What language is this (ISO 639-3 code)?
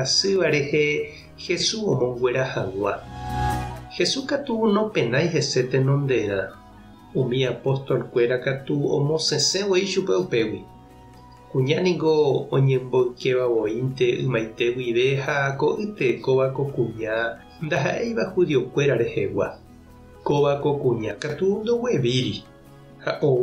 grn